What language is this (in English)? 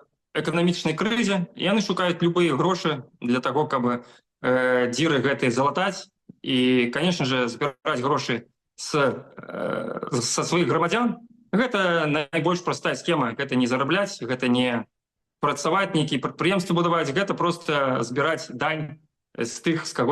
Belarusian